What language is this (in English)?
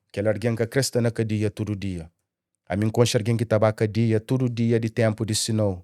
Kabuverdianu